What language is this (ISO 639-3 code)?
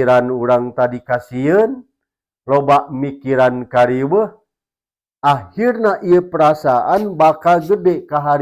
sun